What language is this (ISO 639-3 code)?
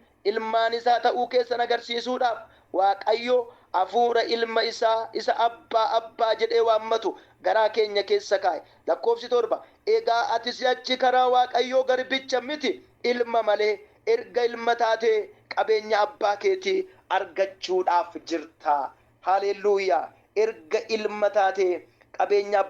orm